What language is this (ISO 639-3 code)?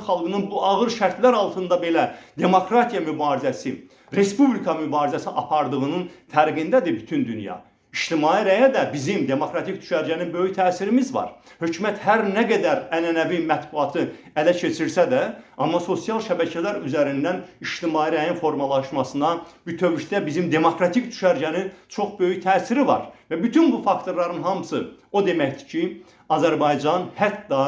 aze